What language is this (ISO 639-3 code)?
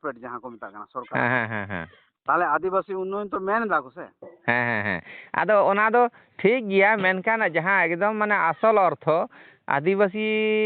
sat